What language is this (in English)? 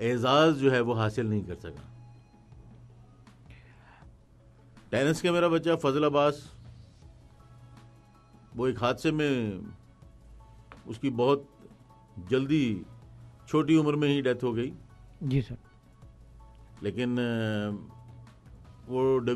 Urdu